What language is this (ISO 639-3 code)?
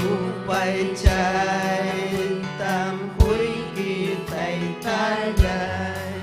quy